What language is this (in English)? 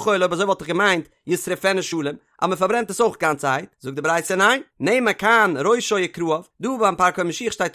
Yiddish